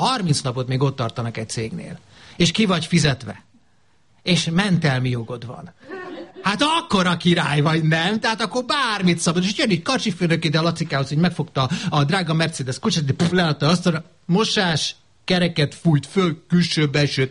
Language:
Hungarian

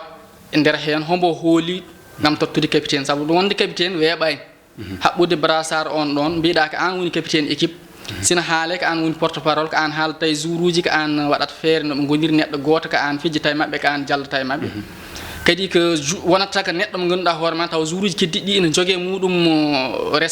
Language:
Fula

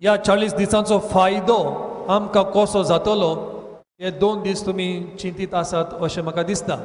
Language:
Konkani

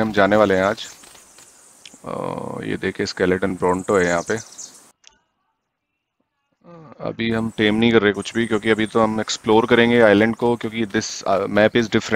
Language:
Hindi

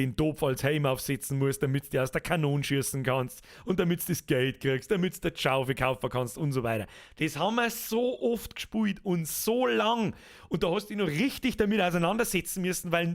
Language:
Bavarian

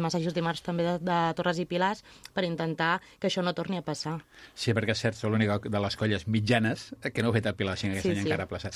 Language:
Catalan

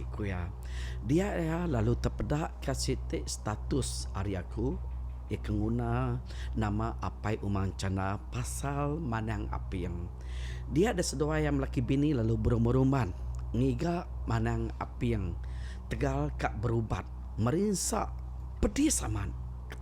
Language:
Iban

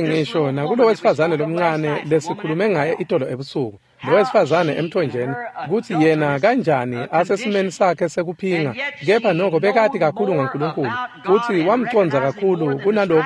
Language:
Swati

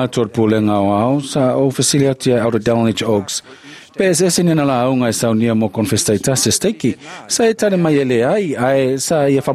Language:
Samoan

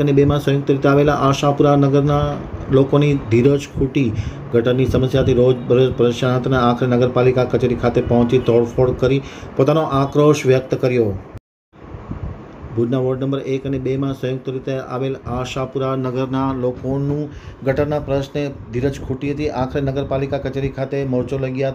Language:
Gujarati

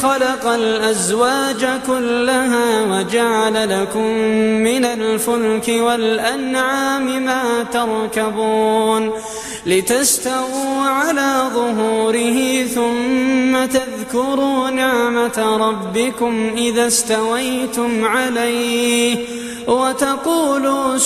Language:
Arabic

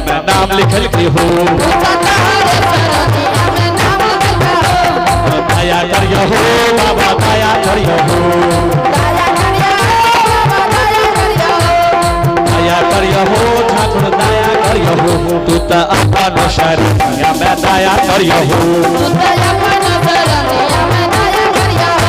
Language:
Angika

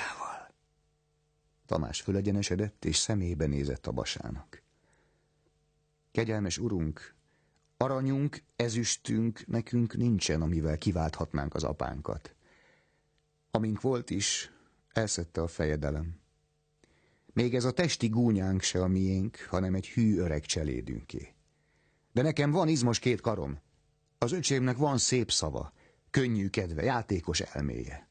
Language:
Hungarian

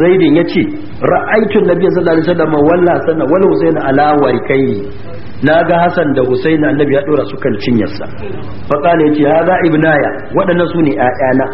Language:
Hausa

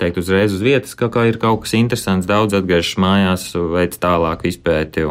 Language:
Latvian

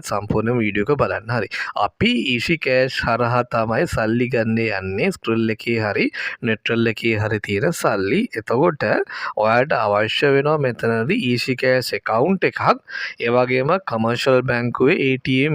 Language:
Sinhala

